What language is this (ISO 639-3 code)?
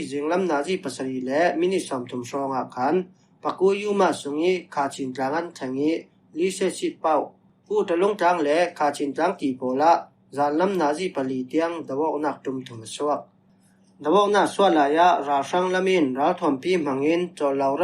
cfm